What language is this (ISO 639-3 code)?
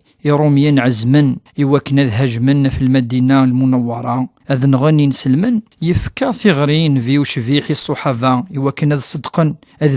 kab